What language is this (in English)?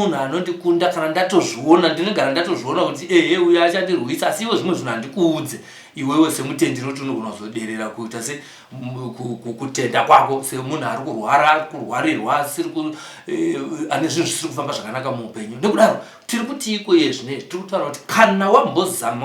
Shona